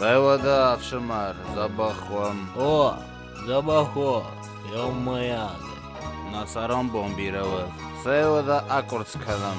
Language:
Ossetic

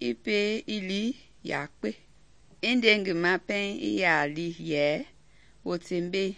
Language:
Mende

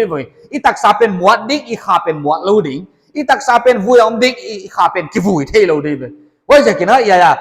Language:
Paite Chin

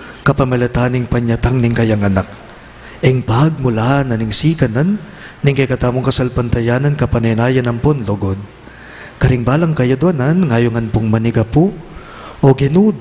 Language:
Pampanga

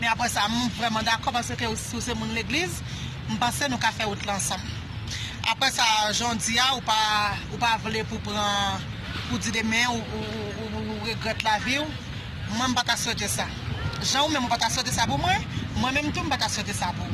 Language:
Haitian Creole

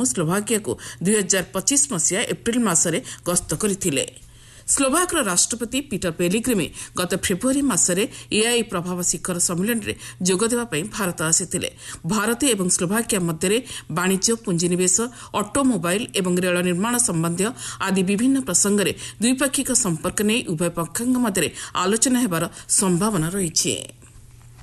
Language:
Odia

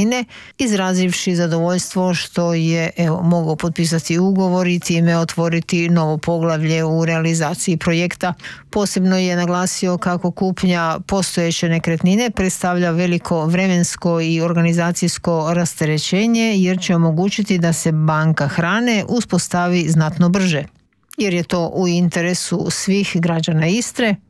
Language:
Croatian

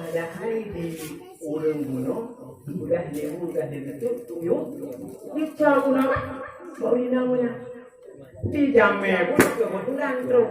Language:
Achinese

